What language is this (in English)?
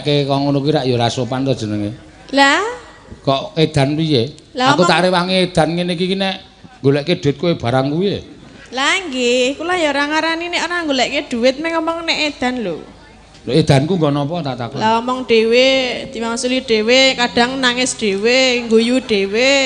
Javanese